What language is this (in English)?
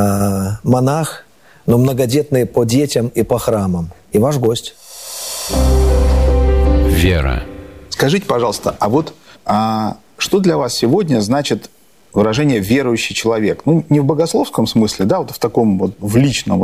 Russian